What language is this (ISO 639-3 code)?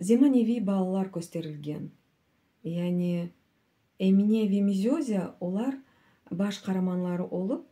crh